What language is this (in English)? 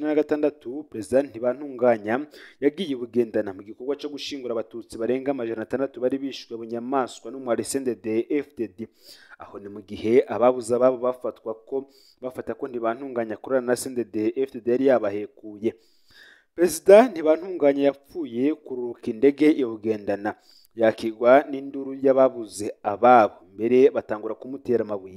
Rundi